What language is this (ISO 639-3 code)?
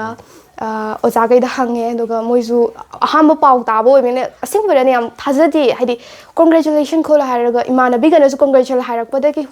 mni